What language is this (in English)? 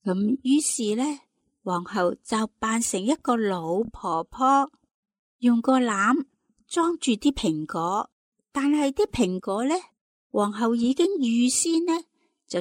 Cantonese